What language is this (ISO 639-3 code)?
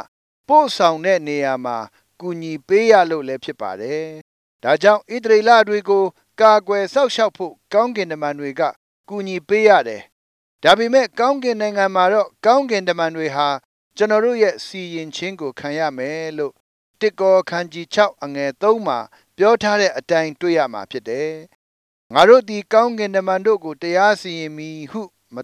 mya